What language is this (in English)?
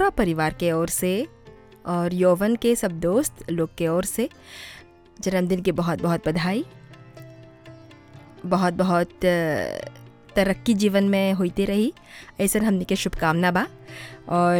Bhojpuri